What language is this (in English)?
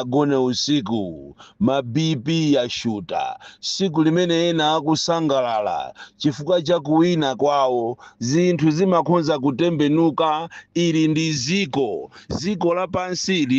Nyanja